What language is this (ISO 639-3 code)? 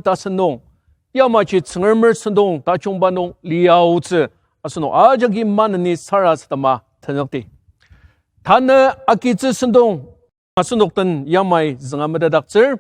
njo